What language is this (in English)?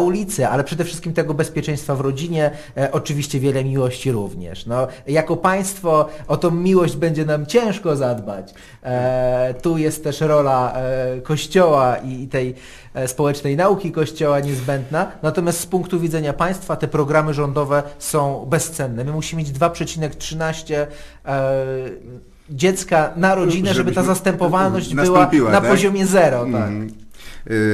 Polish